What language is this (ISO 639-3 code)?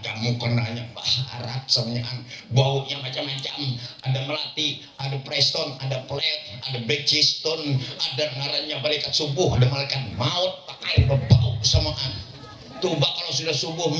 bjn